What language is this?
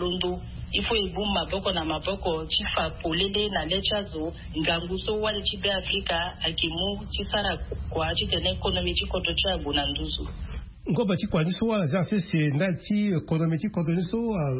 Sango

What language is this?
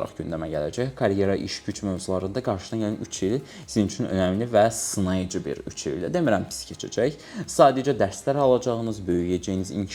Azerbaijani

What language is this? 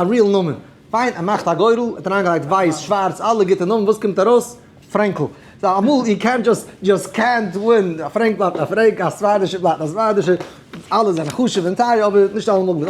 Yiddish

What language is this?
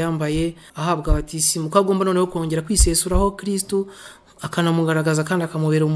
Kinyarwanda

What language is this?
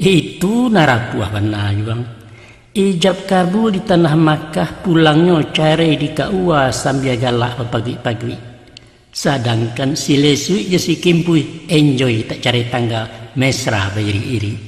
Minangkabau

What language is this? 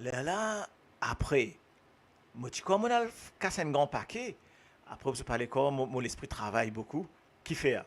Morisyen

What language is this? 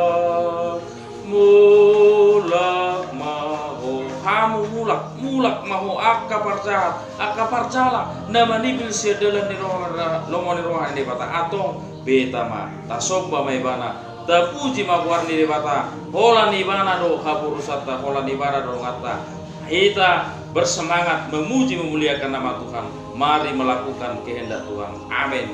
Batak Toba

